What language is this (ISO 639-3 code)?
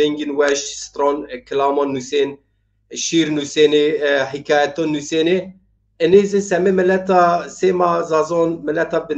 zza